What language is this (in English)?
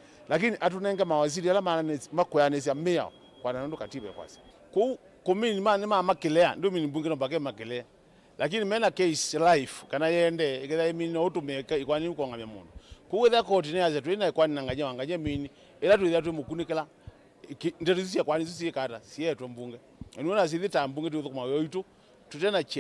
Kamba